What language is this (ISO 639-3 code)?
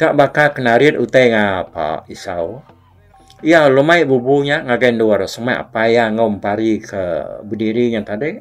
iba